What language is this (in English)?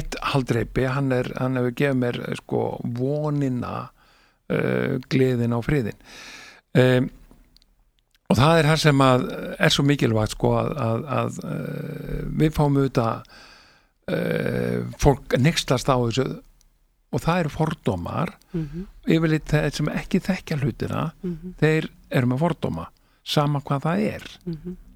Icelandic